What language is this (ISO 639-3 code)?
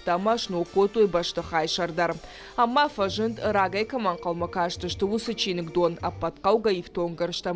oss